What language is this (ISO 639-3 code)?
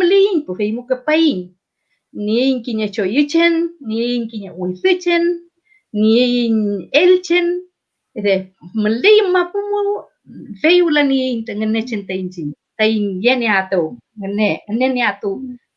arn